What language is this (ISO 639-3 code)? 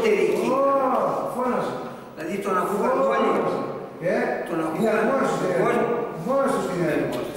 ell